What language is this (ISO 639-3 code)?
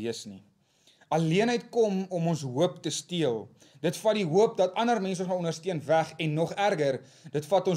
afr